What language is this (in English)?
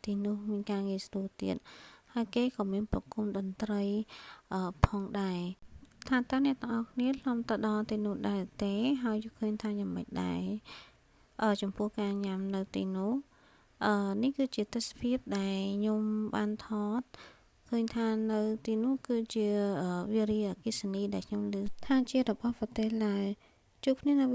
Khmer